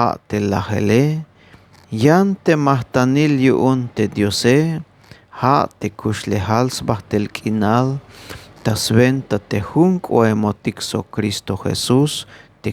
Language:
Tzeltal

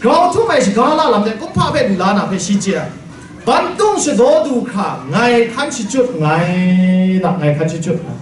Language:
Kachin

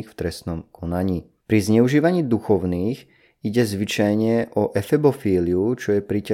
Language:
Slovak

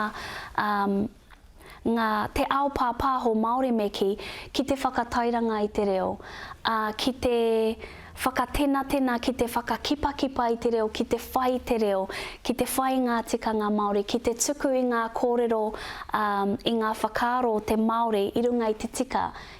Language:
Māori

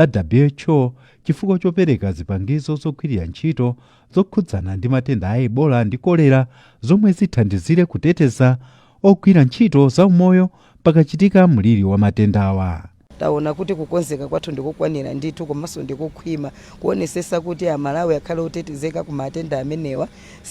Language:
Nyanja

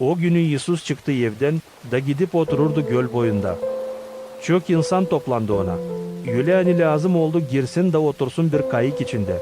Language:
Gagauz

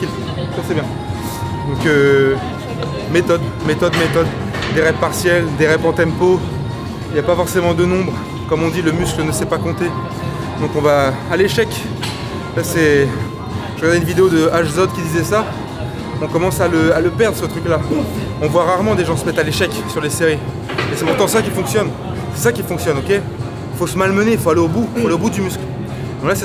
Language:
French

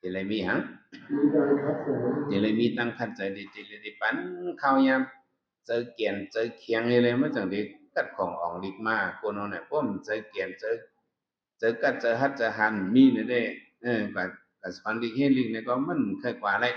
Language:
Shan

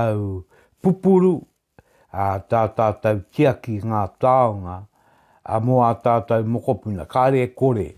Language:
Māori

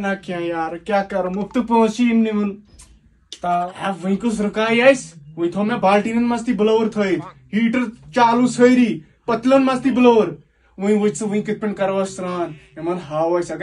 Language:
Kashmiri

